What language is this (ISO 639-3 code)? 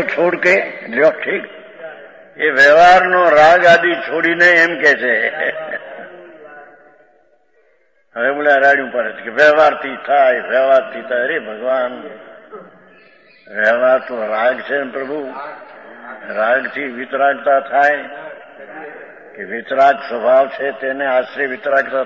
guj